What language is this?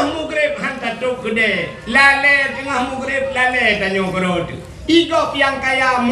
Achinese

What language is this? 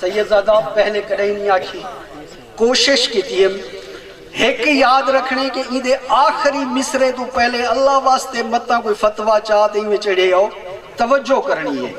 Saraiki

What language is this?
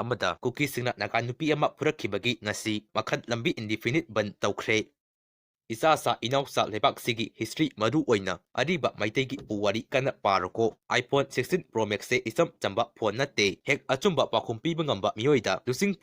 Manipuri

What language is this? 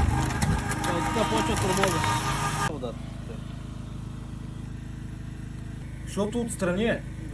Bulgarian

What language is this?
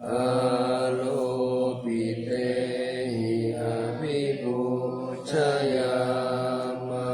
Pali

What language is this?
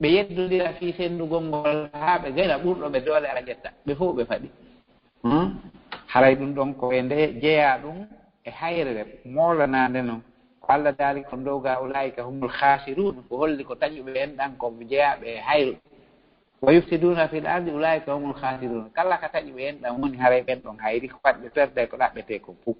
Fula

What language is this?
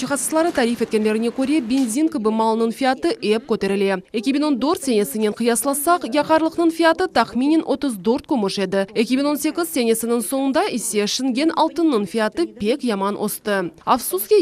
Crimean Tatar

